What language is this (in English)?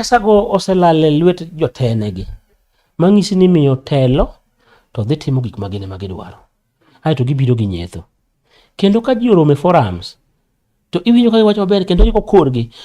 Luo (Kenya and Tanzania)